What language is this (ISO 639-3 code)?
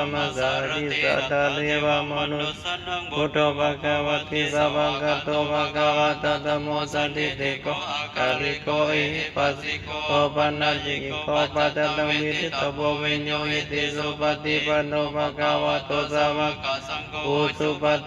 pli